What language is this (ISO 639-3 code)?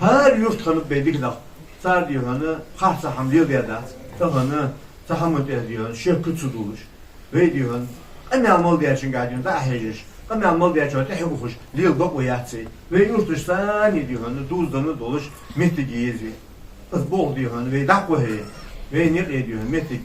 inh